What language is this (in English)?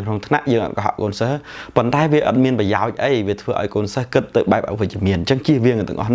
Khmer